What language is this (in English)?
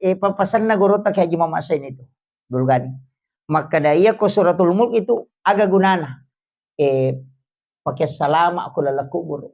Buginese